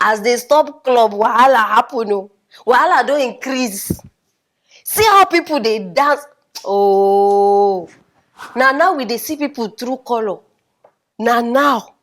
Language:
Nigerian Pidgin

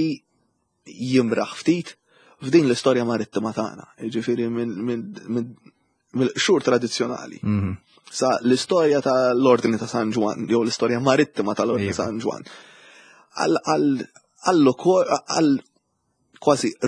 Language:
Maltese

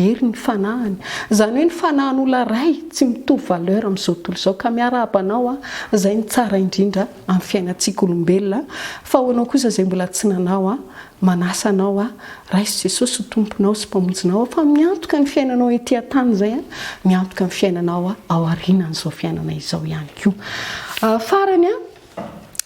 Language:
Malagasy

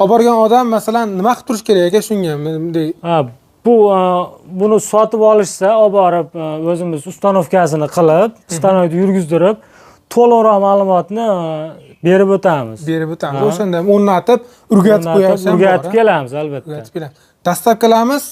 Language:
Uzbek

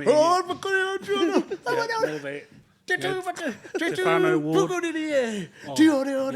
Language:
Māori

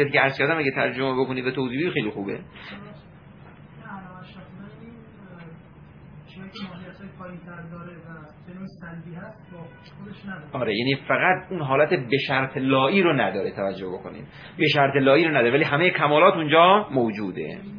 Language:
Persian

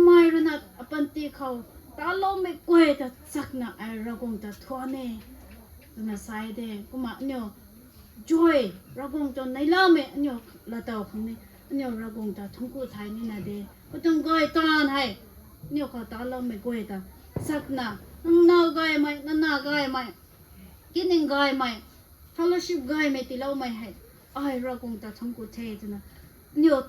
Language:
Rongmei Naga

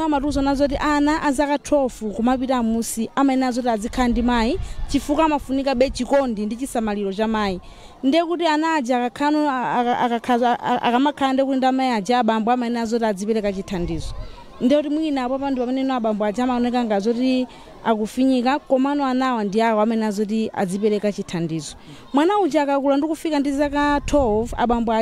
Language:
Nyanja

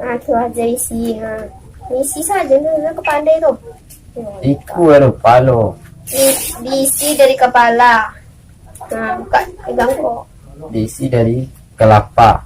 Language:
Minangkabau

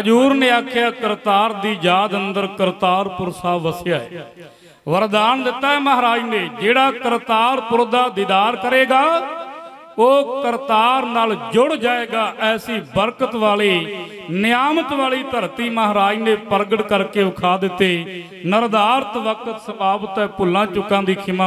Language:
Punjabi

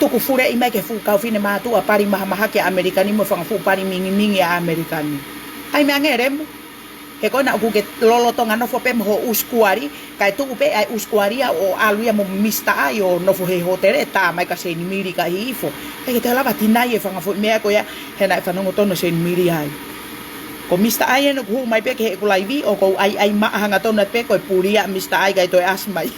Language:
Tongan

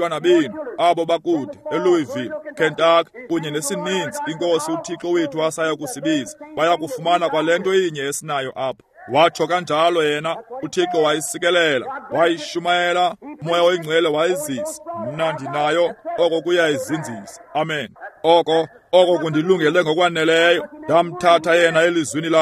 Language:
Xhosa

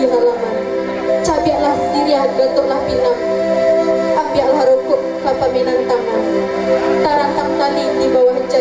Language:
Minangkabau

